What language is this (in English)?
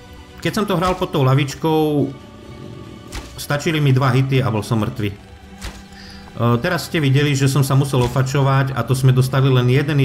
Slovak